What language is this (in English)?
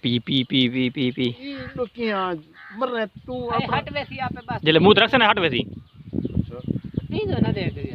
Saraiki